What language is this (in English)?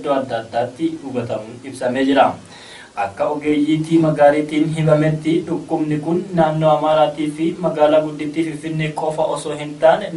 Oromo